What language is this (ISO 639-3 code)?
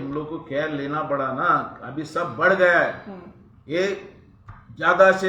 kok